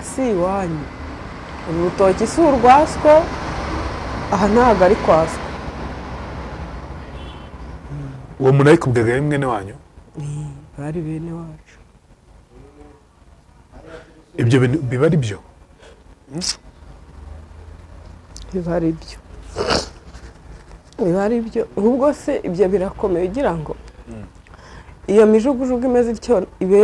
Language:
Kinyarwanda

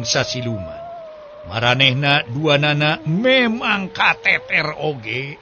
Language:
Sundanese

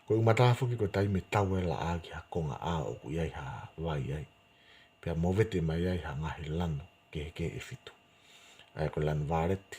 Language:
Tongan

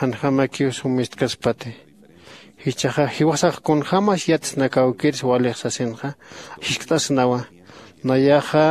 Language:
Aymara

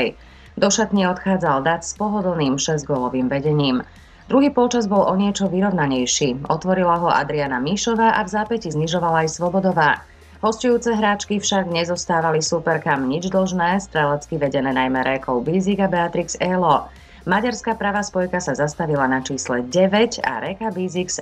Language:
Slovak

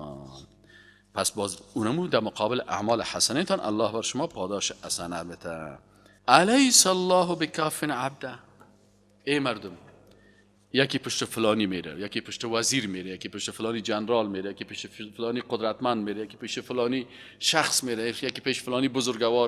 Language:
Persian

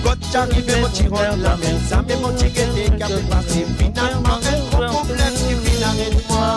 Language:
Morisyen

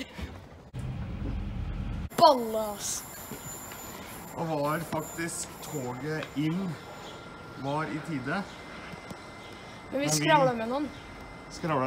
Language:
Norwegian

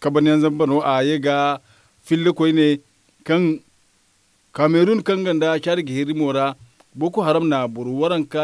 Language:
Zarma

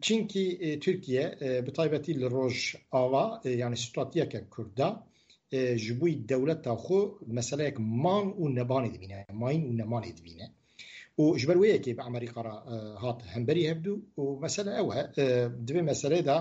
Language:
Kurdish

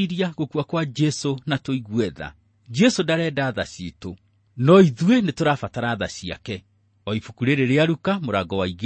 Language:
Kikuyu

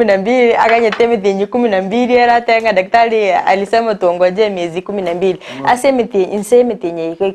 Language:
Gusii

